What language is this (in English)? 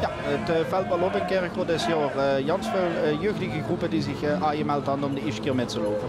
Limburgish